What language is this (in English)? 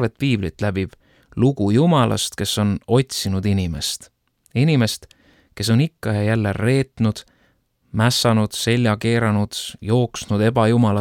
Estonian